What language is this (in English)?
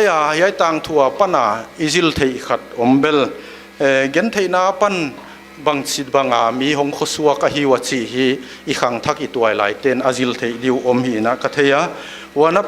Paite Chin